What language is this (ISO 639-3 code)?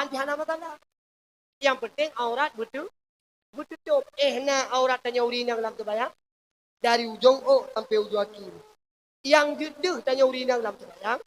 ace